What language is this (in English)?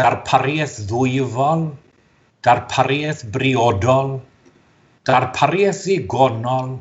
Welsh